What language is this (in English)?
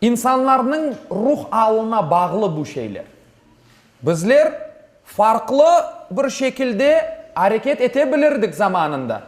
Crimean Tatar